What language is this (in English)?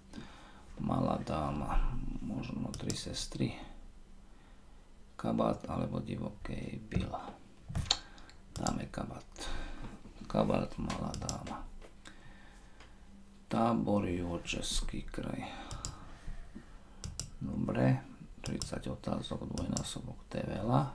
Slovak